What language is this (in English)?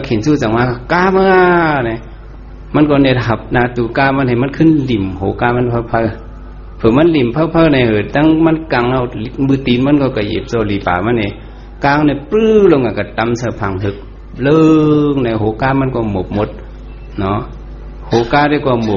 Shan